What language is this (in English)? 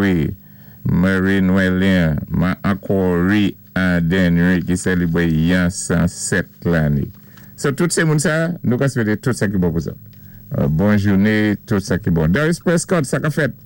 Saint Lucian Creole French